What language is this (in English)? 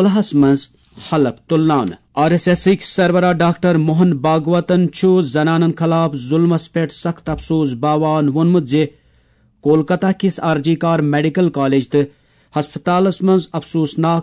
Kashmiri